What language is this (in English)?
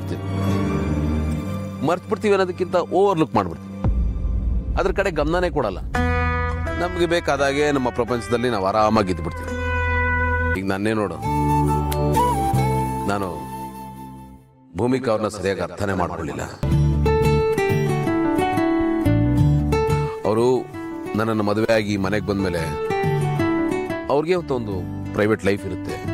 Kannada